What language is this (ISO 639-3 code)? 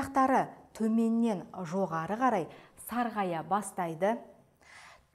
kaz